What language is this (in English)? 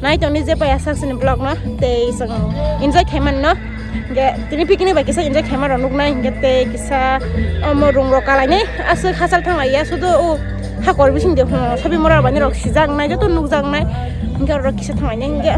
Kok Borok